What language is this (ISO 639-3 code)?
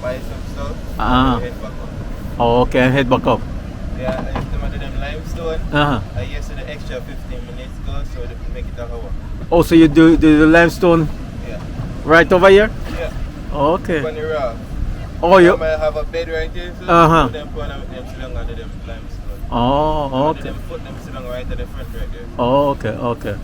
jam